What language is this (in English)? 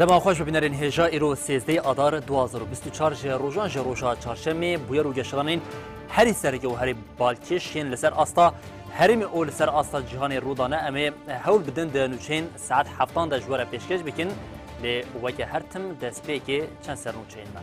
Kurdish